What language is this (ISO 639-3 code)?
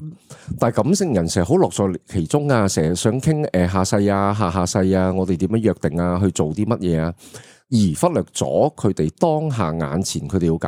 yue